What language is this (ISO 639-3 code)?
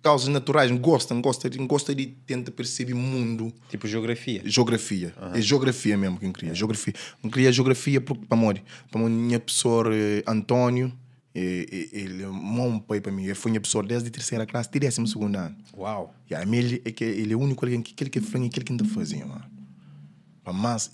kea